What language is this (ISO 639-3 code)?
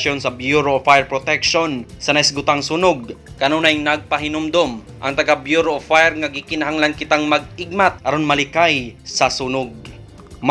ceb